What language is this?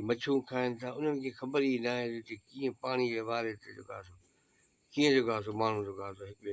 Sindhi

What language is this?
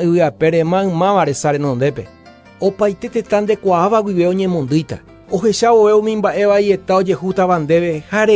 Guarani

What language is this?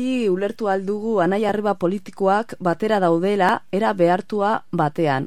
Basque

